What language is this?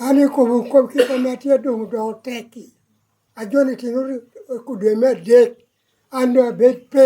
Lango (Uganda)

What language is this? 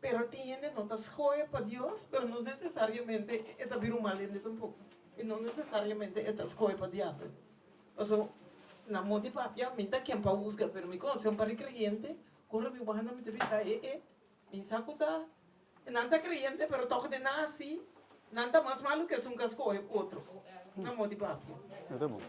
Papiamento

